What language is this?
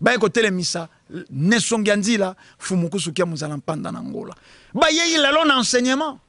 Lingala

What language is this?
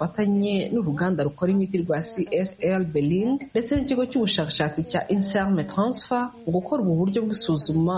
Kinyarwanda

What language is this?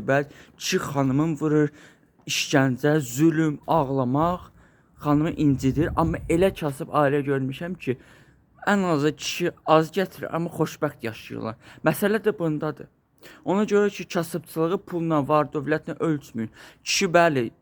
Azerbaijani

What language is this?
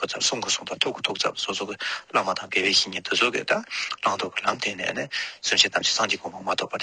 Tibetan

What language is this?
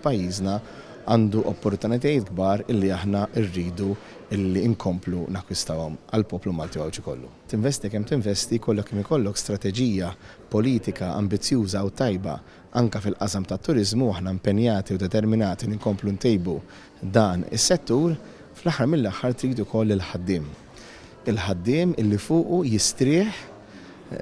Maltese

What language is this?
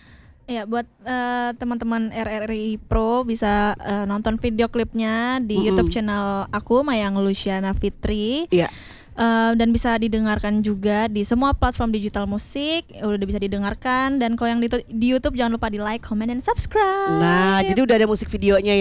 Indonesian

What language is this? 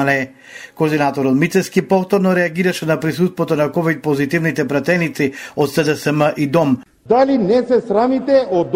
Macedonian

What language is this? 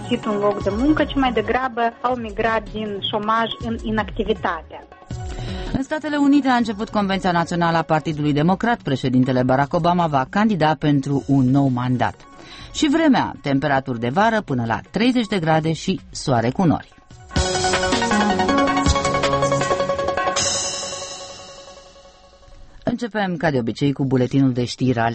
Romanian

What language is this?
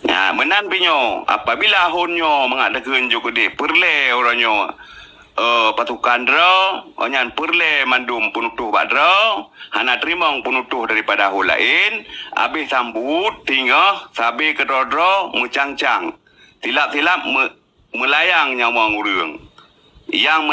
Achinese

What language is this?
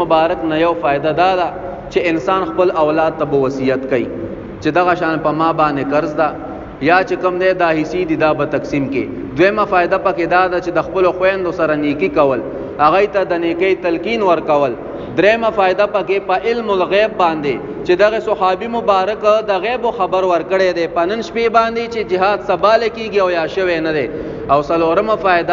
Pashto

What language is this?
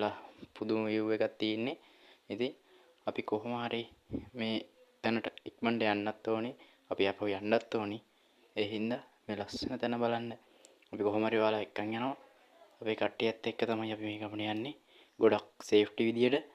Sinhala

